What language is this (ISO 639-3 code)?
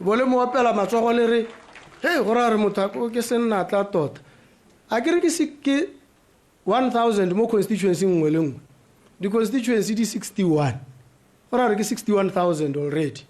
tsn